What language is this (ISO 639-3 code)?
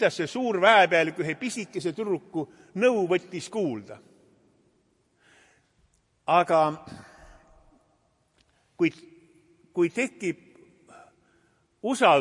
est